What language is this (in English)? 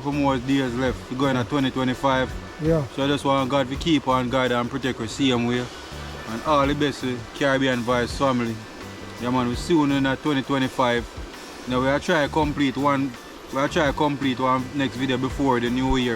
Jamaican Creole English